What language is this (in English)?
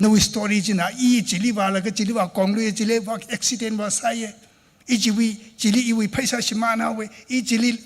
Tangkhul Naga (India)